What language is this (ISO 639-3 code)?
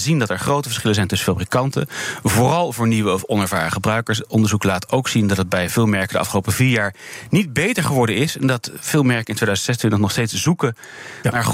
nld